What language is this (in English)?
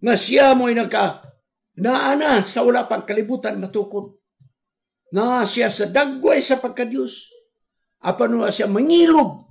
Cebuano